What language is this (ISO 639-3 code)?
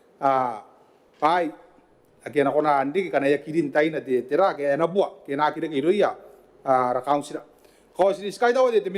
gil